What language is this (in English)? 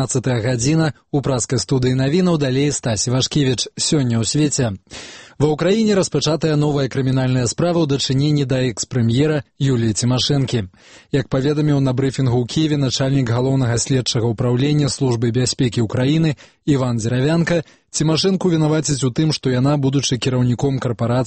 Belarusian